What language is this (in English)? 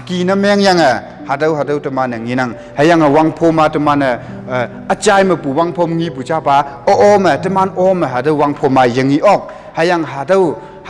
Konyak Naga